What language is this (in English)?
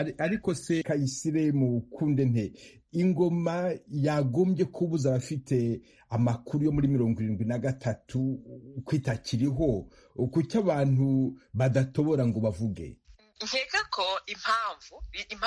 Kinyarwanda